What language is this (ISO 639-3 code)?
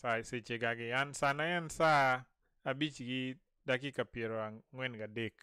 luo